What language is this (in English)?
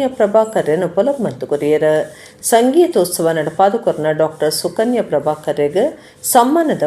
Tulu